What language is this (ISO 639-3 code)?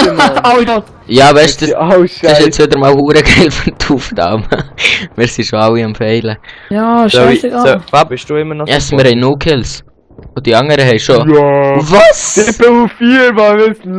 gsw